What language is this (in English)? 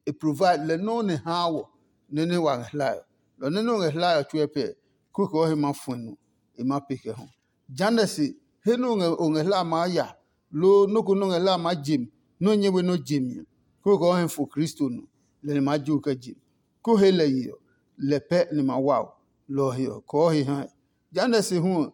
Adangme